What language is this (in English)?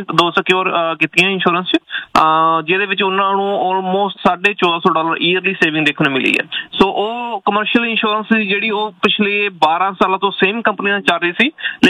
Punjabi